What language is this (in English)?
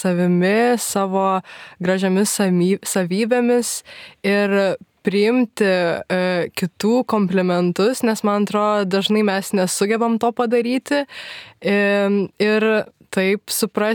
Lithuanian